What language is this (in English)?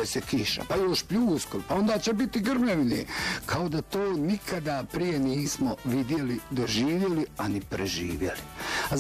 Bosnian